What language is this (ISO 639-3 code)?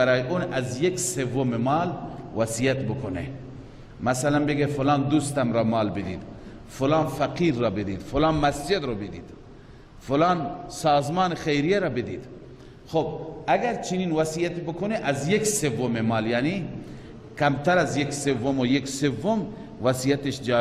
fas